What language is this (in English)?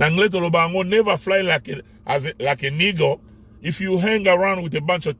Lingala